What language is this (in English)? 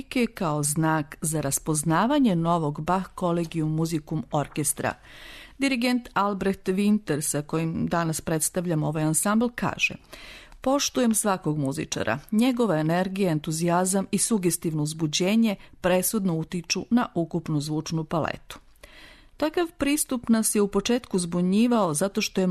Serbian